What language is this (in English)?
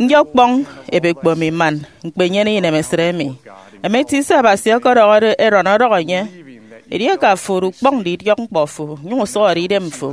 Efik